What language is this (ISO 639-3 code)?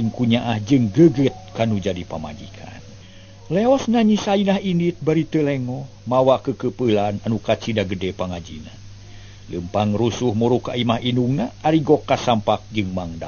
sun